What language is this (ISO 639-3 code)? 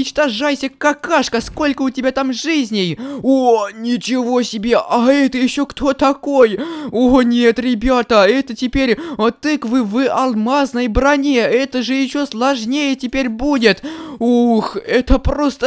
rus